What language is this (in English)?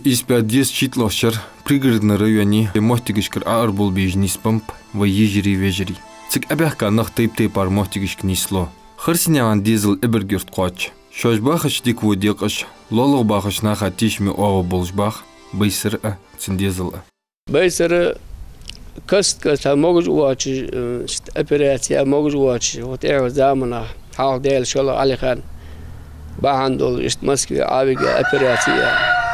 Ingush